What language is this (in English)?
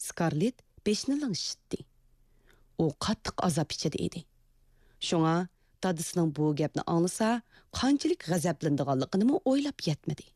Uyghur